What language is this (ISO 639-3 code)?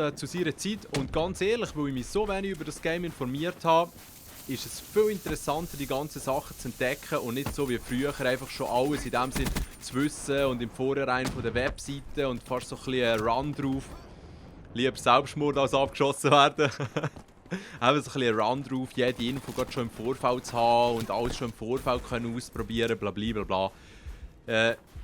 gsw